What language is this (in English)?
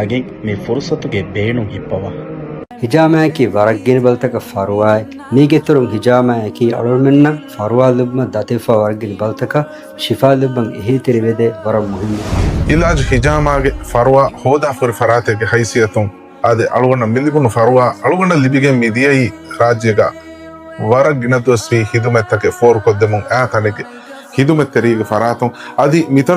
Divehi